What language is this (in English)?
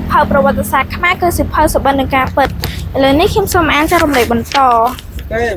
Khmer